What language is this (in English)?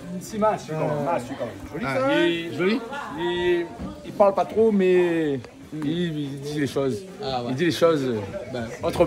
Réunion Creole French